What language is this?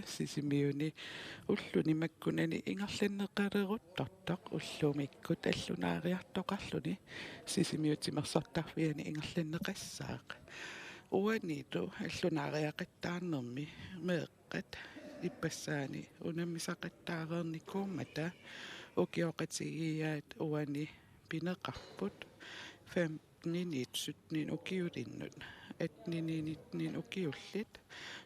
Kalaallisut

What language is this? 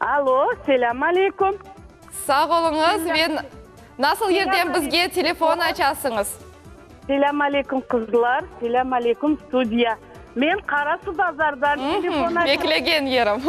Crimean Tatar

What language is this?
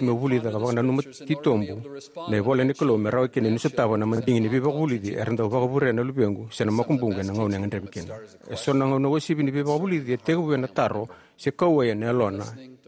Fijian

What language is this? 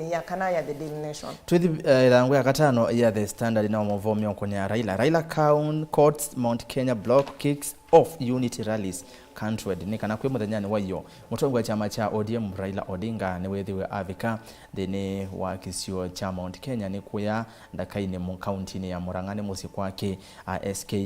Kamba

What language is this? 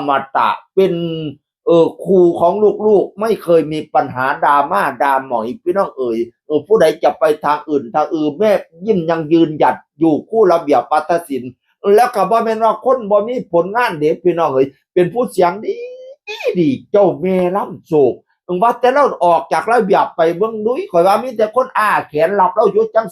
Northeastern Thai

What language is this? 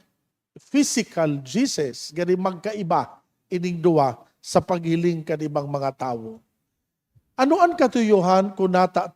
Bikol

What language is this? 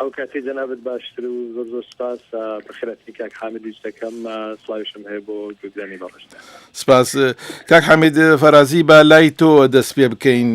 Central Kurdish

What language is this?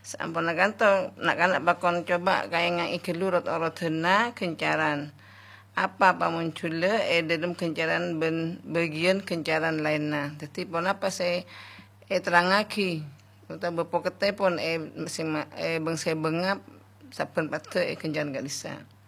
Madurese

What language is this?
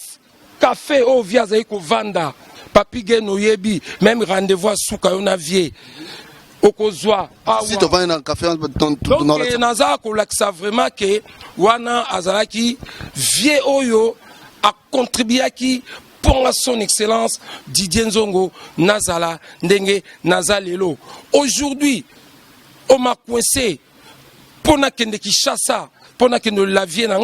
Lingala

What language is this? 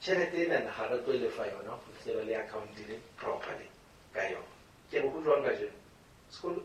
Southern Sotho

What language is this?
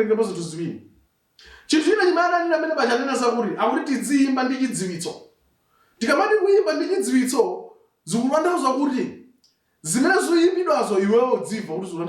Nyanja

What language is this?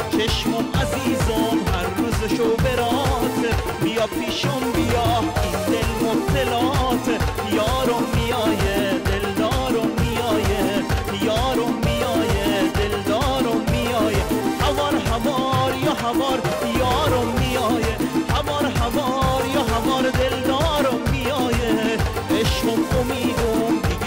Persian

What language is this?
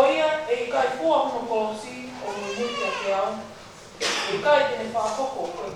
Tongan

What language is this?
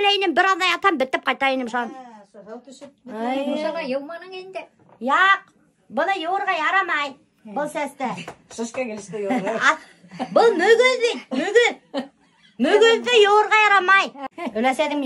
Bashkir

